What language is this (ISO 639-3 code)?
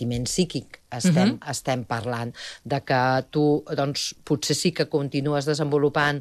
cat